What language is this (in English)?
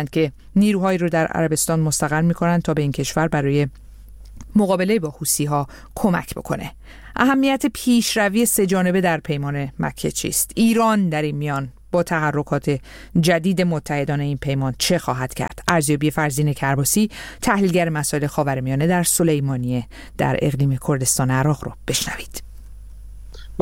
Persian